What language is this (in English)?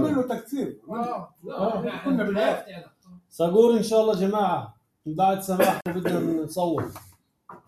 North Levantine Arabic